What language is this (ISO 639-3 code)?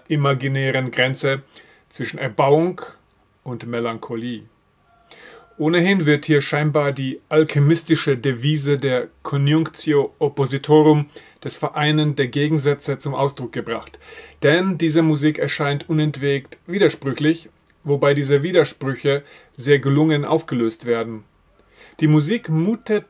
deu